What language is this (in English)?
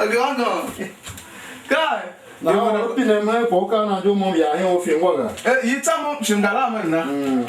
Tiv